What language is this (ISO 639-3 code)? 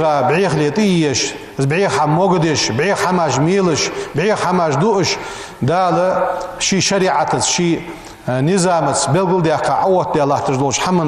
inh